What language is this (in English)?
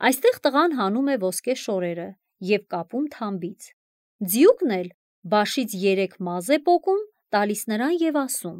Armenian